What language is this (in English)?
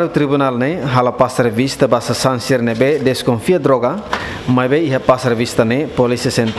Tetum